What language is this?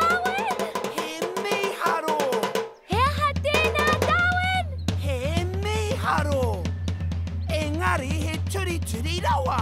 Māori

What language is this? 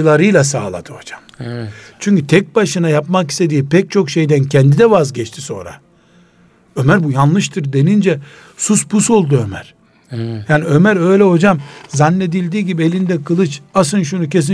Turkish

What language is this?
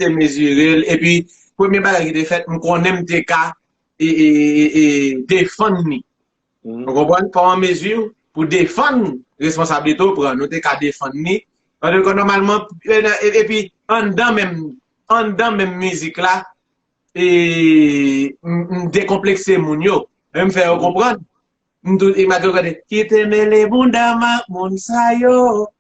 Haitian Creole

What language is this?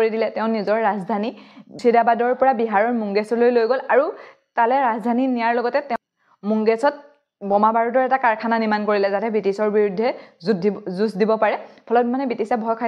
Assamese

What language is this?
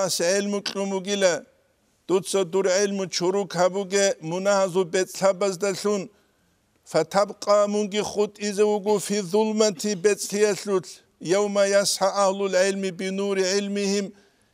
Avaric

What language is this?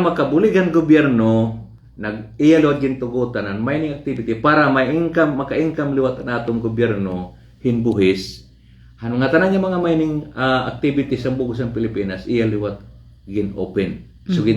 Waray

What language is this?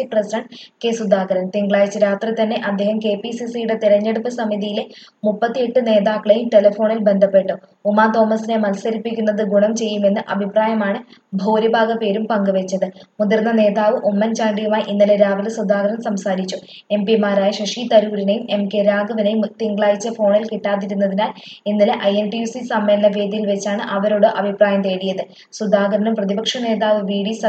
Malayalam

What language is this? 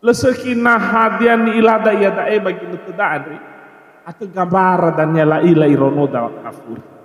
Nias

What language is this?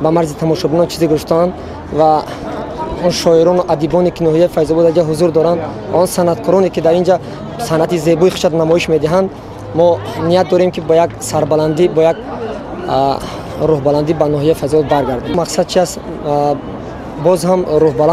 Tajik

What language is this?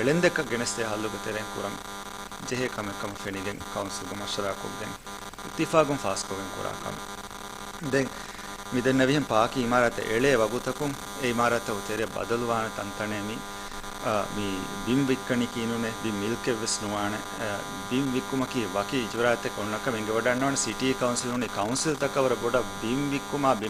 Divehi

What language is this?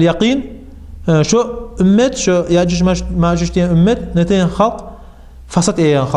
Kumyk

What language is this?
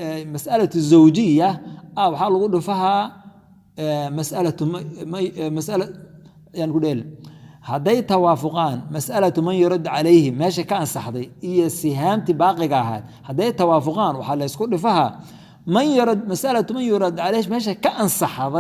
Somali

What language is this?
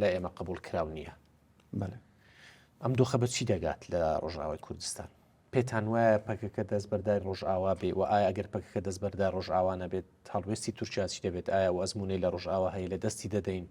Central Kurdish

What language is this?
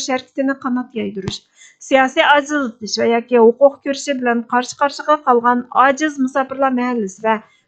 Uyghur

